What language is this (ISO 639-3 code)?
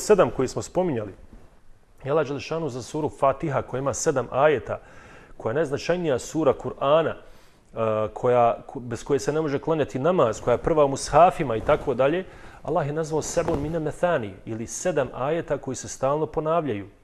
bos